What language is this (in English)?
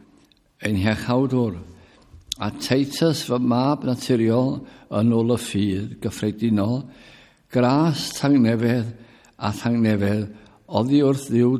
Welsh